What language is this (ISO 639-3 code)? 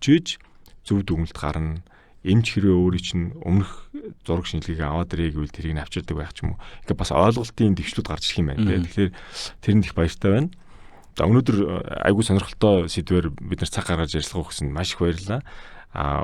mon